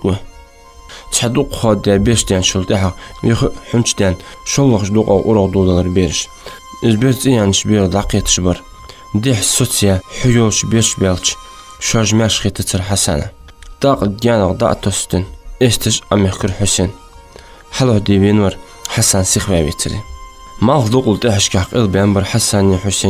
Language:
Ingush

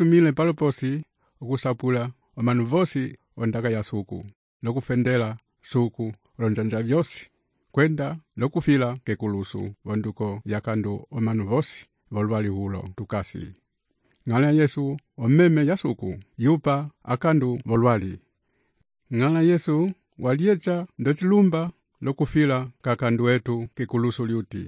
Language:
Umbundu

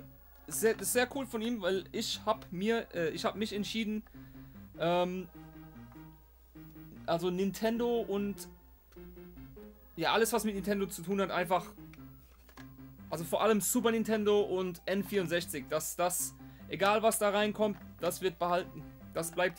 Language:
German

